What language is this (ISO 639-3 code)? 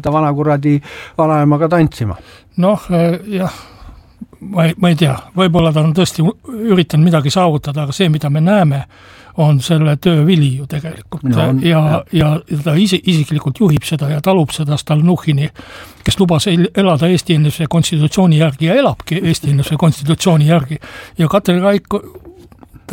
est